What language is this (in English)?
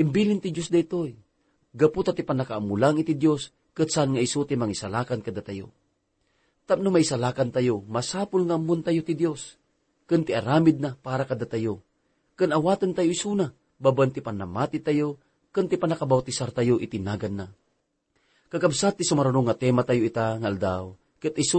Iloko